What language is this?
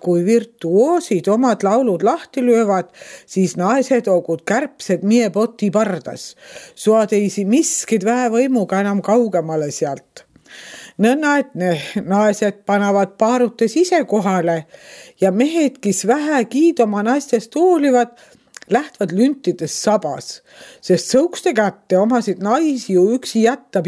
Estonian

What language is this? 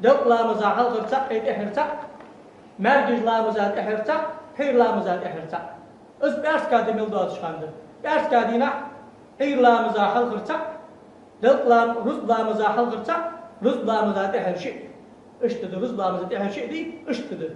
Ingush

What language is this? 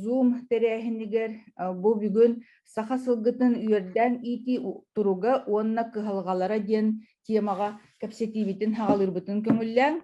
Yakut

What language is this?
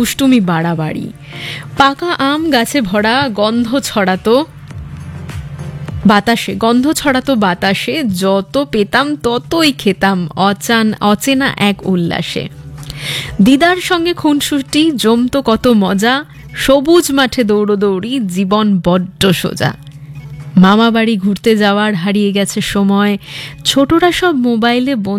Bangla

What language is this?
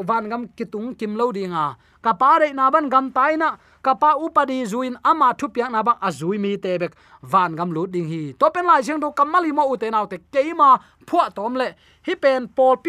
Tedim Chin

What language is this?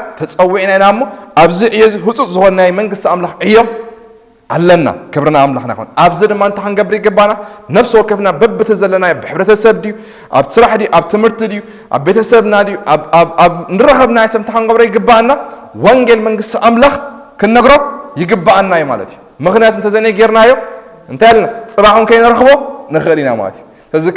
Tigrinya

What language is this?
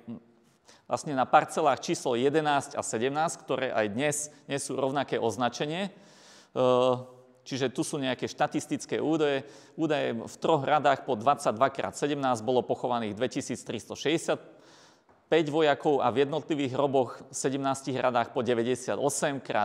Slovak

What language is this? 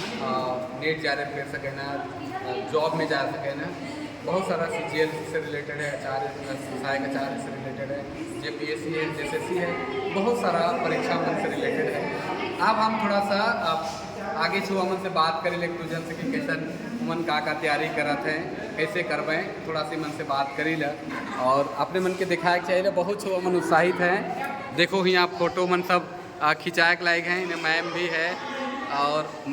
Sadri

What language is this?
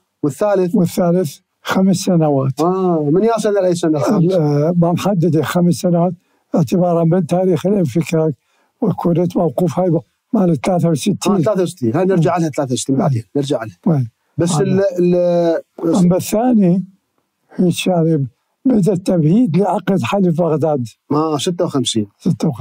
Mesopotamian Arabic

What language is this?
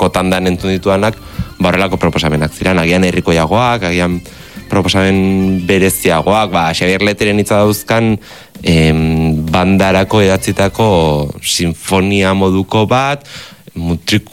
Basque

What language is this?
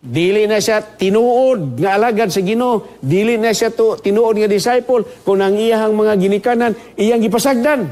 Cebuano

